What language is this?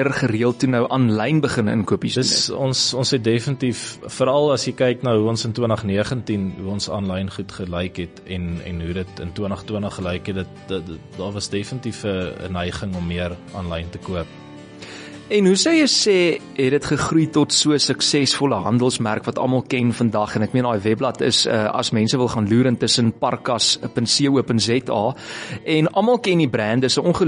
Afrikaans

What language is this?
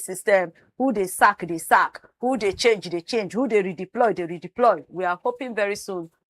Nigerian Pidgin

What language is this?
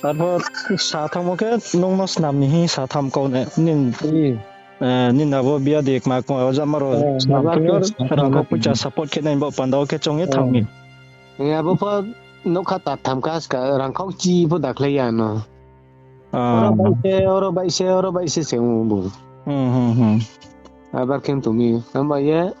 Riang (India)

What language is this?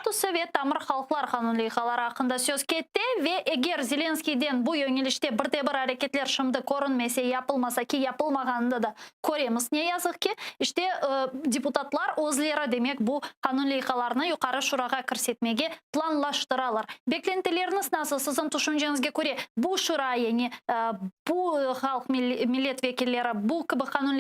Crimean Tatar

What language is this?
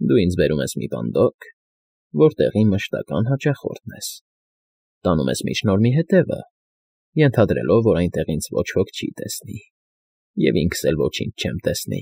Armenian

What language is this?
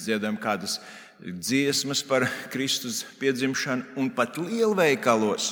Latvian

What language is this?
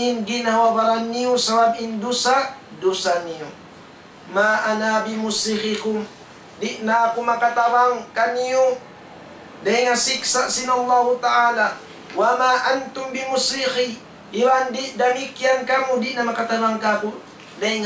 Tausug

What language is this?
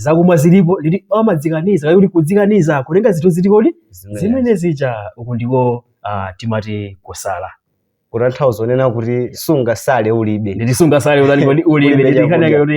Nyanja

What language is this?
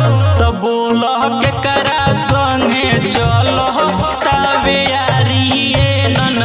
Bhojpuri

